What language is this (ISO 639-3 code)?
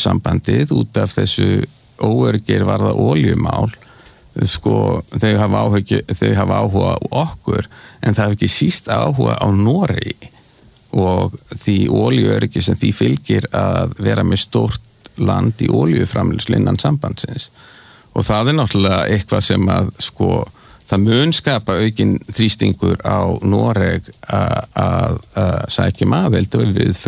isl